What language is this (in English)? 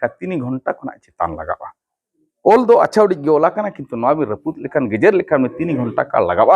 Santali